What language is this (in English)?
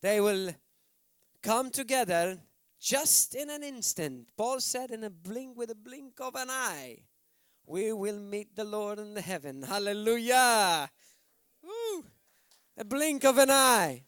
English